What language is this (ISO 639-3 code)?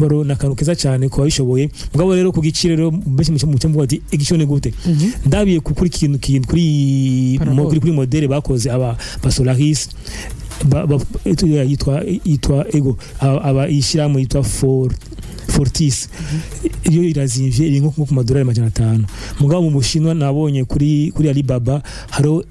run